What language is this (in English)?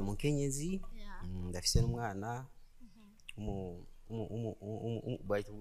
Rundi